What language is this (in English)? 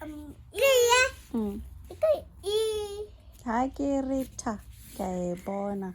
Tswana